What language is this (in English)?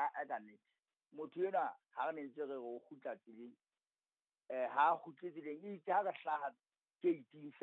Southern Sotho